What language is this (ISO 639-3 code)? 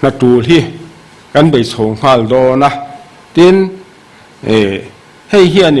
lus